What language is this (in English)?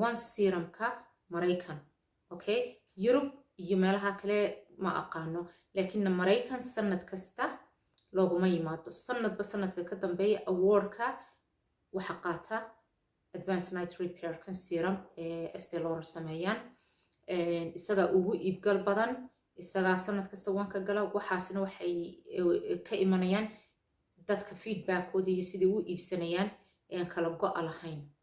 Somali